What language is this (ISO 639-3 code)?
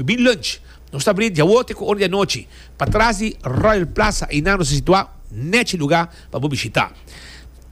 pap